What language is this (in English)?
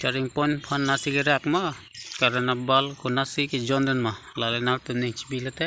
Karbi